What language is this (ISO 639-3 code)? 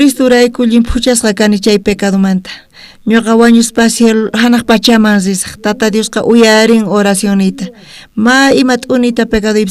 quh